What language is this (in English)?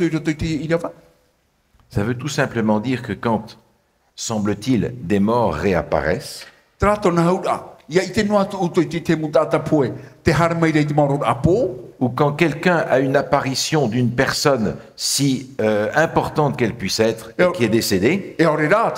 Tahitian